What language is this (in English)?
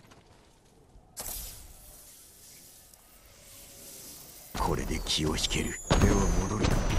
Japanese